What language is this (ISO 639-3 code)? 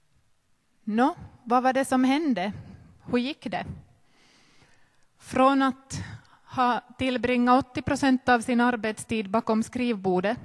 swe